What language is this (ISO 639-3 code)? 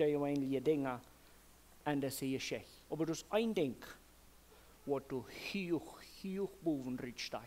pdt